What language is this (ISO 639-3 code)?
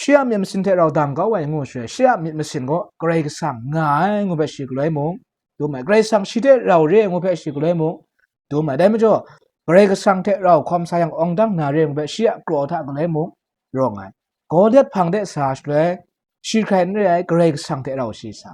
kac